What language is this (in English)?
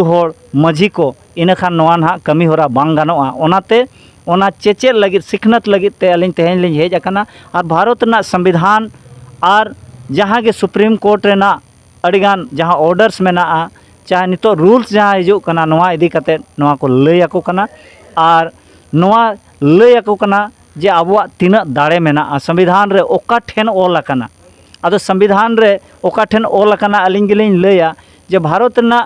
Santali